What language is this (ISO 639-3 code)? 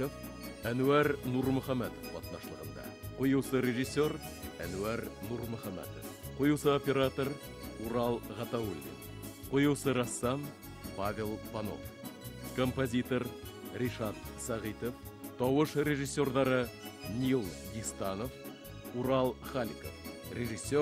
bak